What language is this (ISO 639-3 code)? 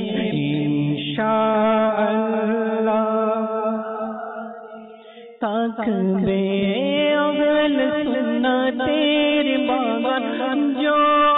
ben